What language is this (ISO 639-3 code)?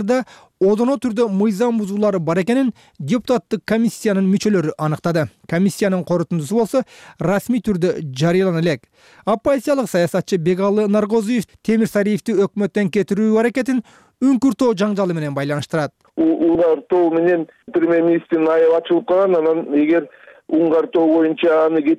kir